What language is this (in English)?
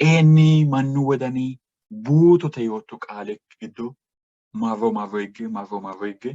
Sidamo